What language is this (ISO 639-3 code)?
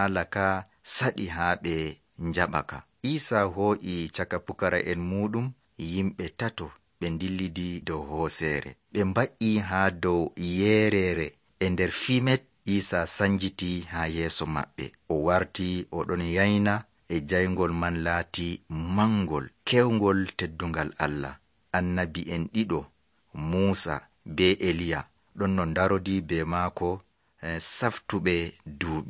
fuv